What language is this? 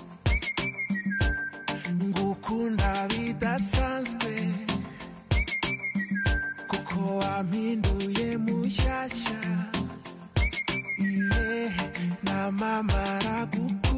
Kinyarwanda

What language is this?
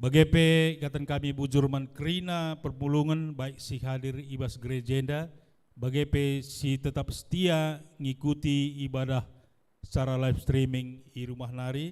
Batak Karo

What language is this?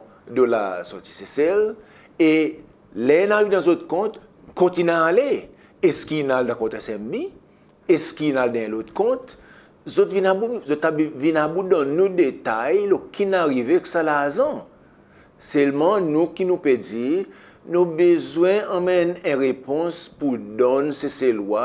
Seselwa Creole French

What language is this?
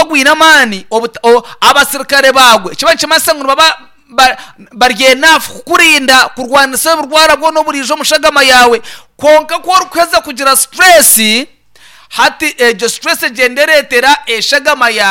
Nyankole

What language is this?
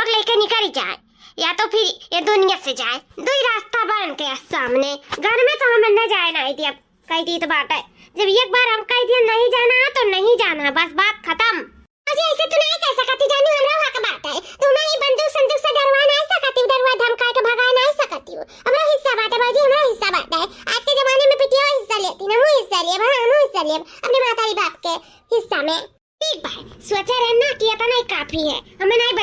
Awadhi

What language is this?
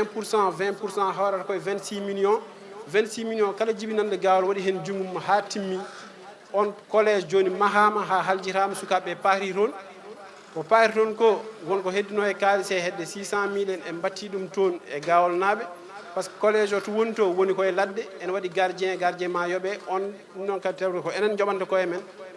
Fula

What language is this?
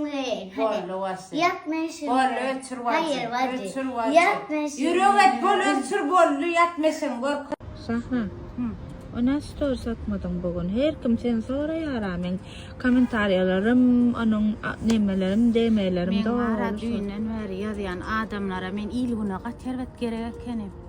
Turkmen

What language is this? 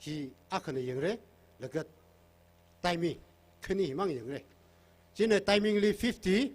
Tangkhul Naga (India)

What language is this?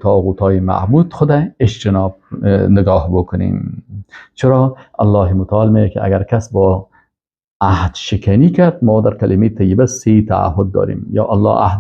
Persian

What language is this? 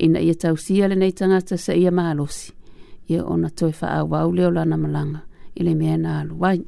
Samoan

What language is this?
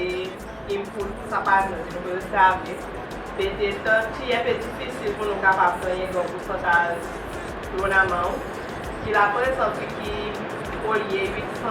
Seselwa Creole French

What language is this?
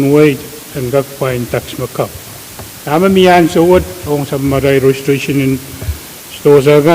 Pohnpeian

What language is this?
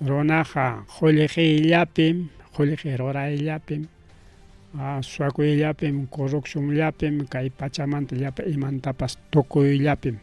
Ayacucho Quechua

